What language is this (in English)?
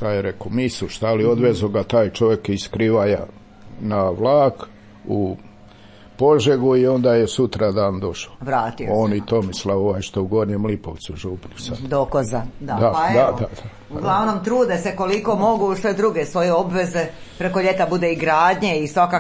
Croatian